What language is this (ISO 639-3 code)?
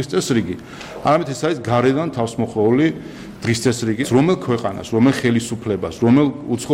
kat